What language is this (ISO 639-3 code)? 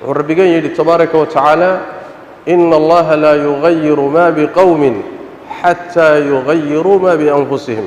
som